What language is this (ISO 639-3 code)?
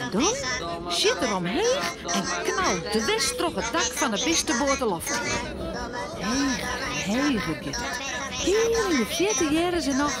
fry